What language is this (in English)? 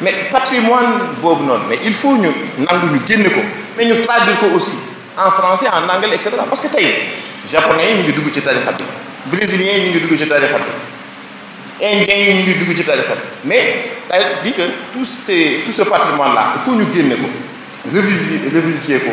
Wolof